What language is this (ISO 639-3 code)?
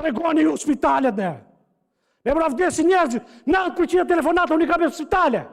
sqi